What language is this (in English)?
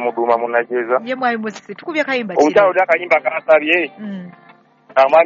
Ganda